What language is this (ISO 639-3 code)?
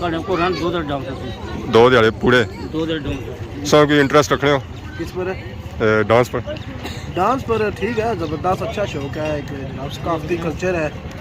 phr